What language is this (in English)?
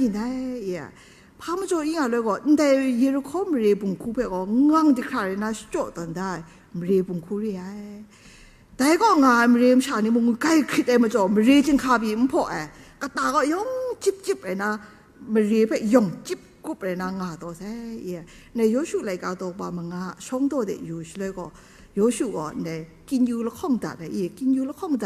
Kachin